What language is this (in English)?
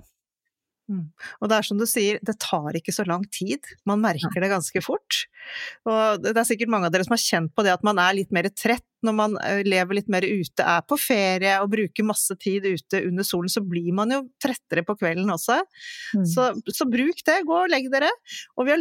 Norwegian